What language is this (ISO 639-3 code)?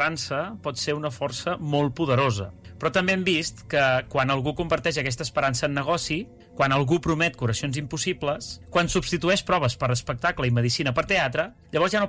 cat